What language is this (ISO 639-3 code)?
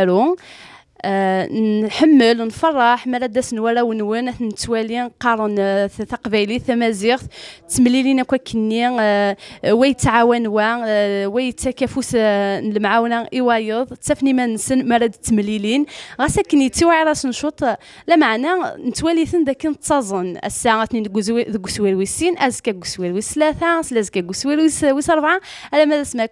kab